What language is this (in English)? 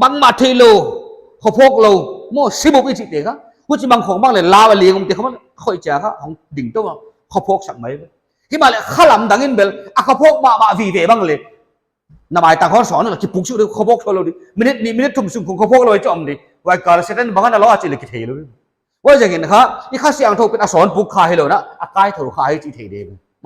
Paite Chin